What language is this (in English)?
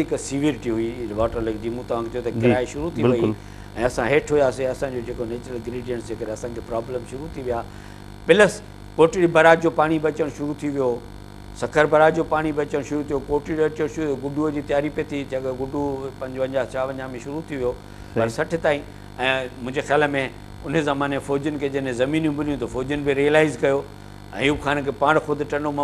Sindhi